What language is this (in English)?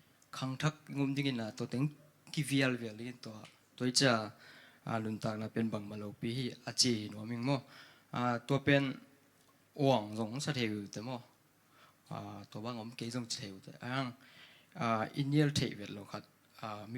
Tedim Chin